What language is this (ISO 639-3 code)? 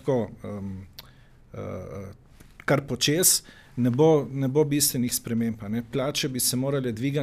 slv